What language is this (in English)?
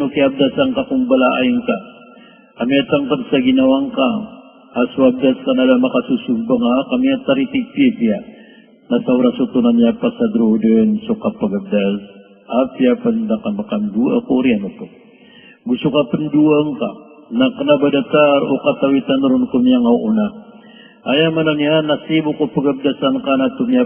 Maranao